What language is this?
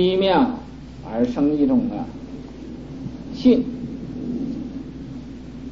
Chinese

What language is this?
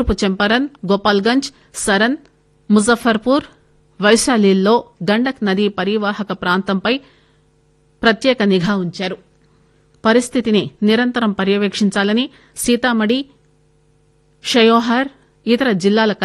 Telugu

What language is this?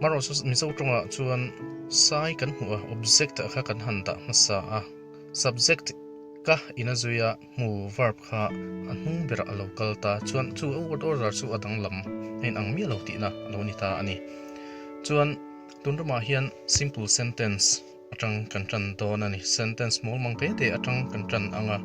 Mizo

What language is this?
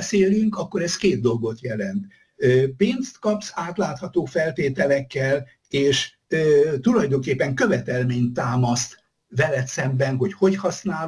Hungarian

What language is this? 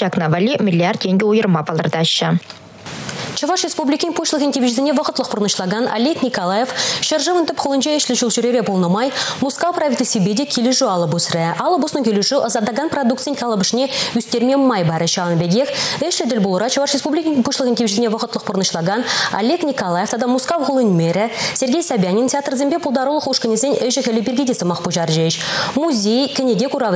Chuvash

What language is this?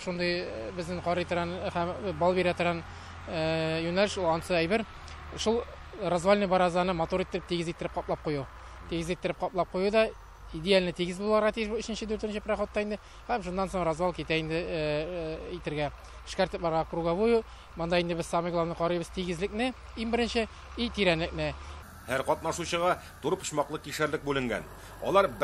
Tatar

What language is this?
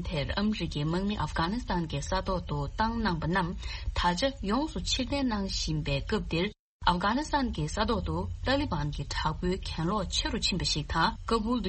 Tibetan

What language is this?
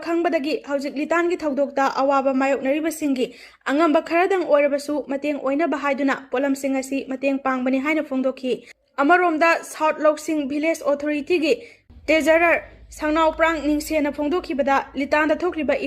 Manipuri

